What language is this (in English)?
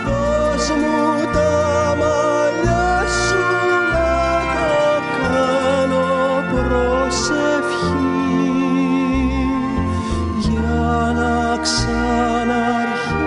Greek